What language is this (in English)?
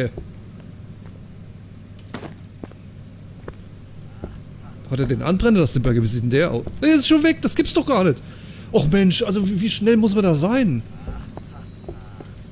German